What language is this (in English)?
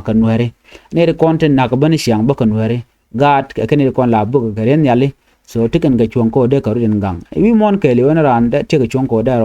Nuer